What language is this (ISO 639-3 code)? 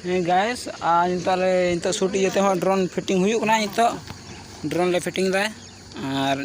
sat